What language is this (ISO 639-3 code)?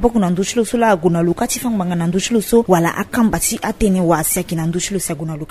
sag